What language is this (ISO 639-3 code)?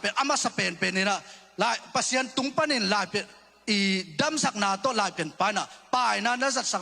ctd